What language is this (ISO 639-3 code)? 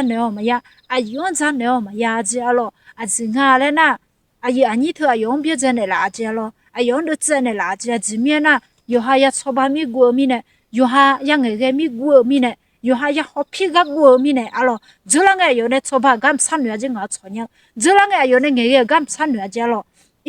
ahk